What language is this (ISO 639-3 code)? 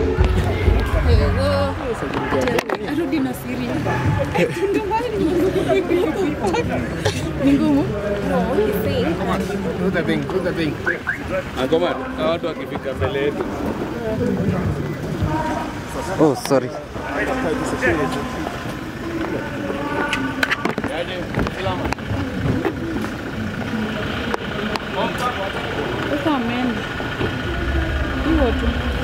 swa